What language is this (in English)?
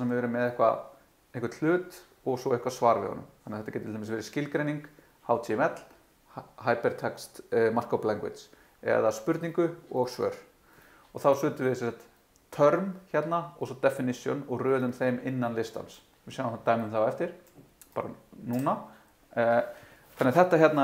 Icelandic